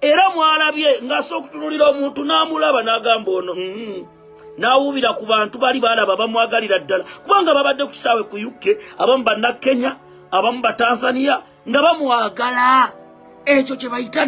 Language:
Ganda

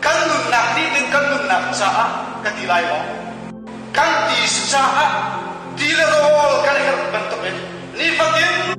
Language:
Hakha Chin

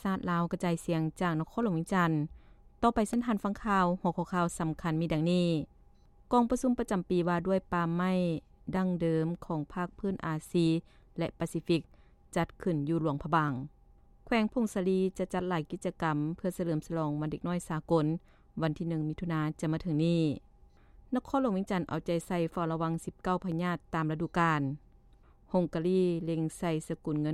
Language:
Lao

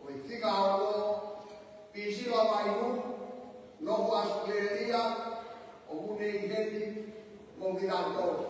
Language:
Tongan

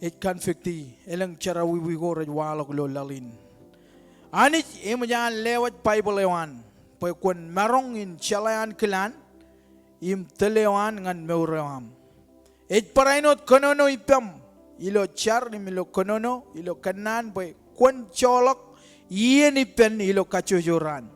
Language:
Marshallese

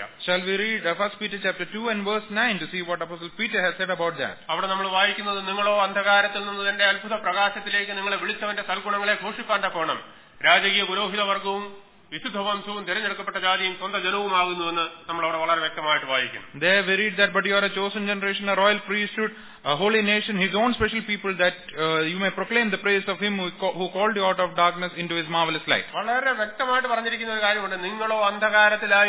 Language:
Malayalam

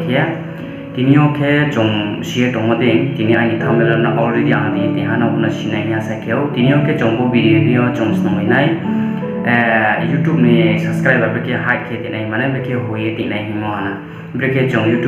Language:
Riang (India)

